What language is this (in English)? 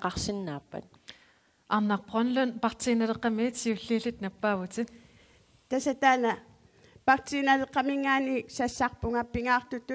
Kalaallisut